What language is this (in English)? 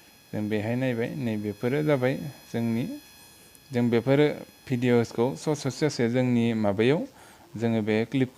Bodo